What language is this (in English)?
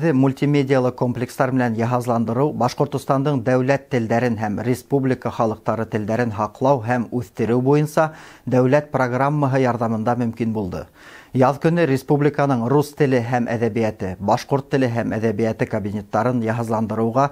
Bashkir